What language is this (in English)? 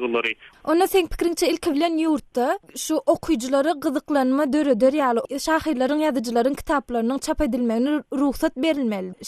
Turkmen